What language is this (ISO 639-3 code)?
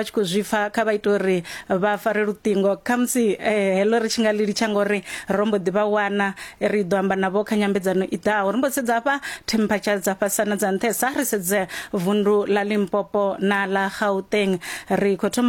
ven